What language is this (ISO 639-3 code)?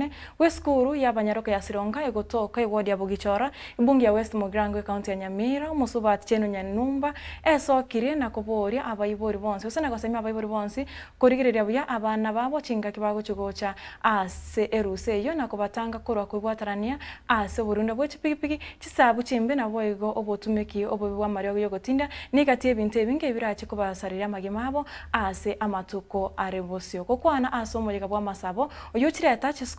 guz